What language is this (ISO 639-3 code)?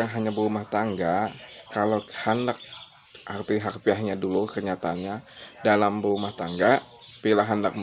bjn